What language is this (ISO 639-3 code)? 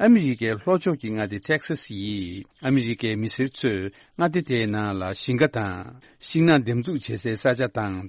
bod